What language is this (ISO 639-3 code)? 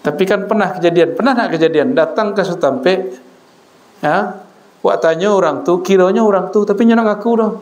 min